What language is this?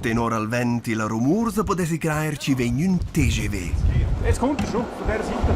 Romansh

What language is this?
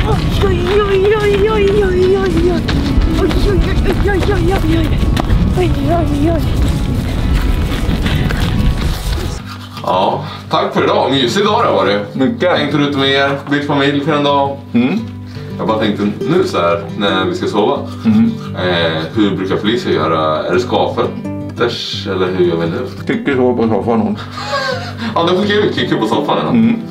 Swedish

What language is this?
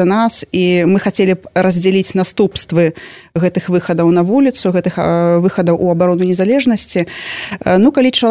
Belarusian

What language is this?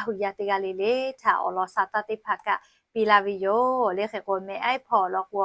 Lahu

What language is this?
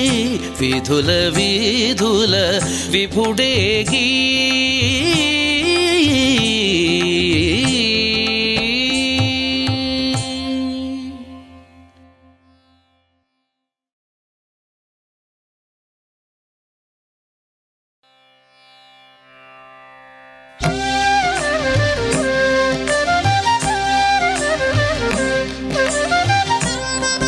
Telugu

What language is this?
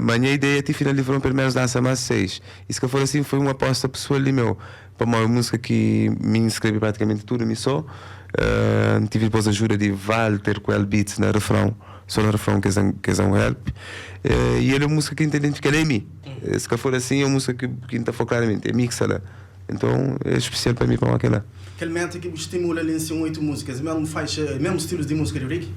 Kabuverdianu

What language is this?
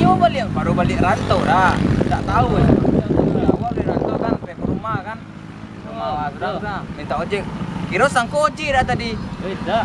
Minangkabau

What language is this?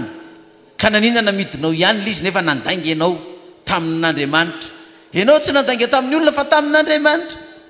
Malagasy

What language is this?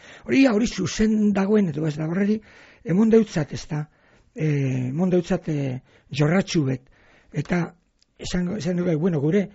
Basque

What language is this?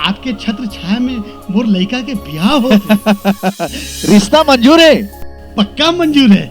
Chhattisgarhi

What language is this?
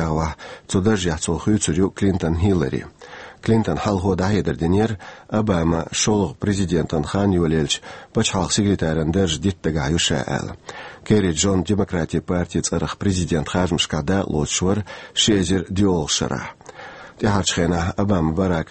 Chechen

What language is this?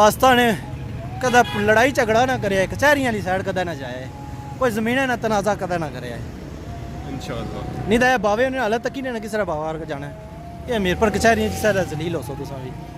Pahari-Potwari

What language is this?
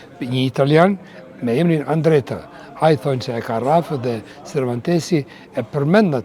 Albanian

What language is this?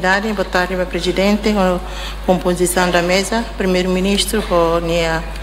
Tetum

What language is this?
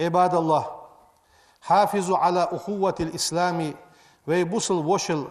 Ingush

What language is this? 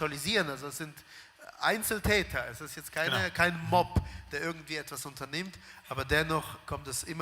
Swiss German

